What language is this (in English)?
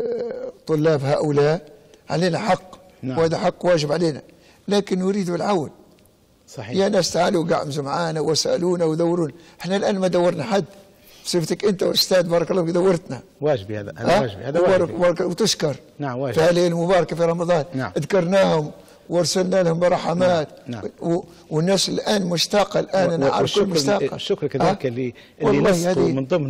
Libyan Arabic